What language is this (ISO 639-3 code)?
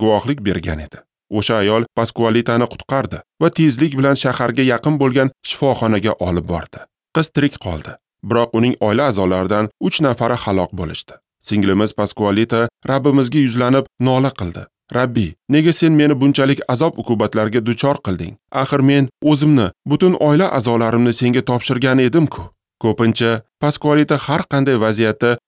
uzb